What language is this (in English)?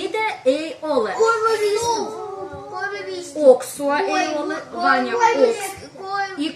Livvi